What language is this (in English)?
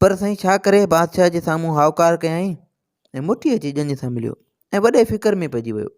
Sindhi